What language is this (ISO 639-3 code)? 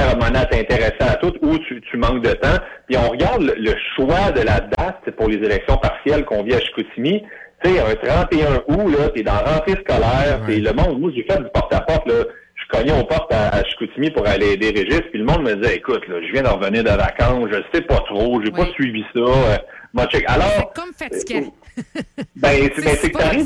fra